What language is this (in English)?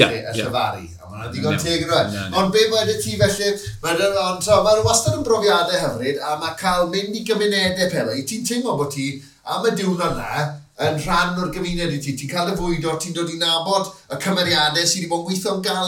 Welsh